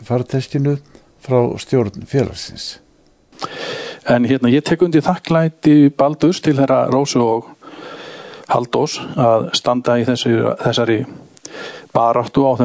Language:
Icelandic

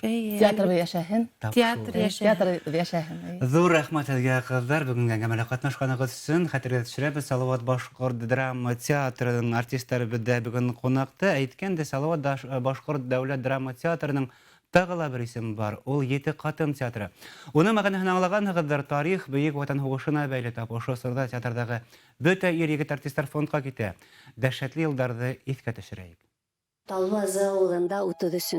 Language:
Bashkir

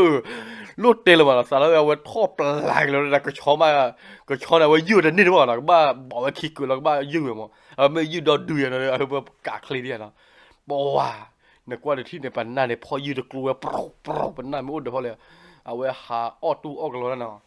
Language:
S'gaw Karen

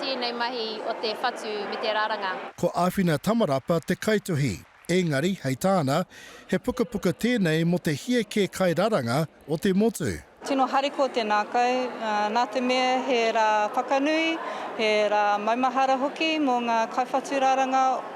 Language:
Māori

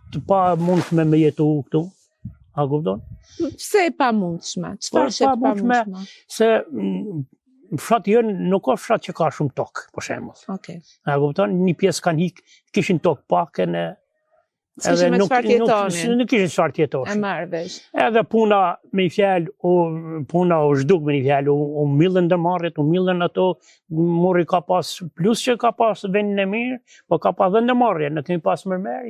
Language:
Albanian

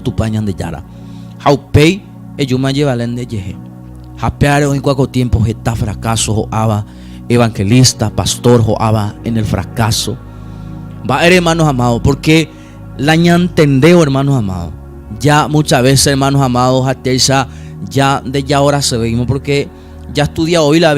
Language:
Guarani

